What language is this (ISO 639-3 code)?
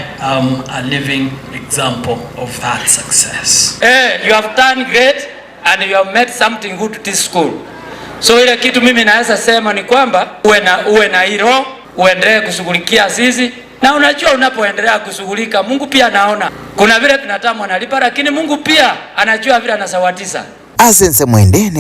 guz